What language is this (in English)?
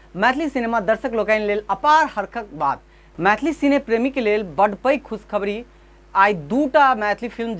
Maithili